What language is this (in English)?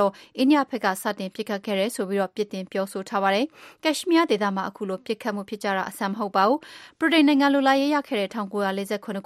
Burmese